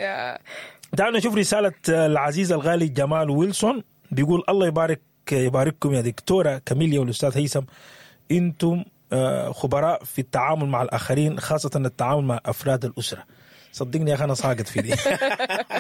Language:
Sudanese Arabic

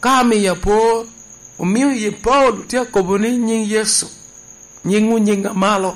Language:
Lango (Uganda)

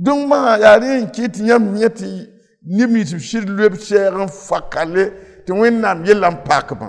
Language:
Mossi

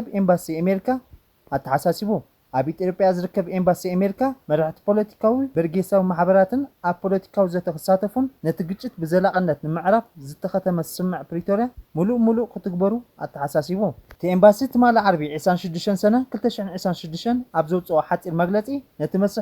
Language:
Tigrinya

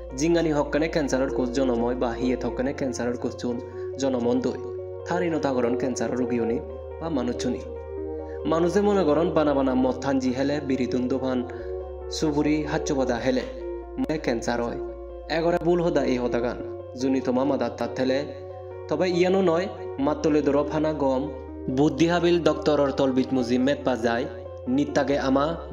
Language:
Chakma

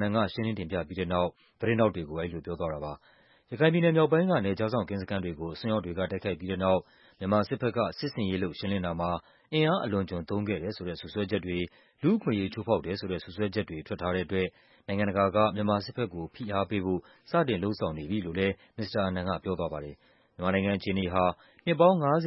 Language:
Burmese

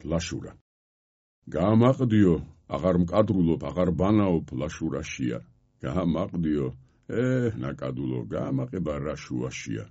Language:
Georgian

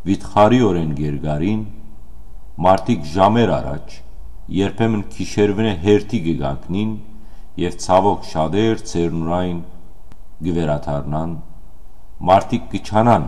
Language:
Western Armenian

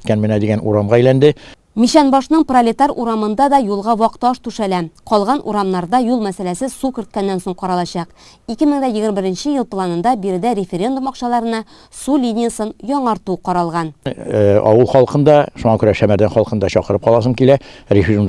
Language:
Tatar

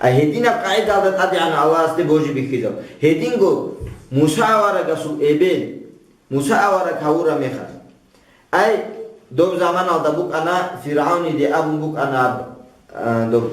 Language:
Avaric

